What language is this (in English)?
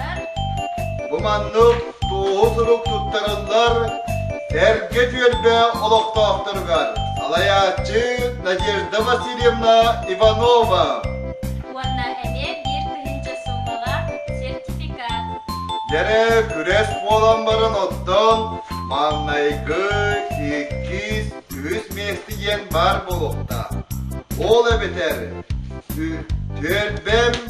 Yakut